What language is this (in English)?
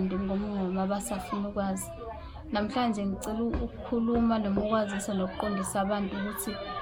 Zulu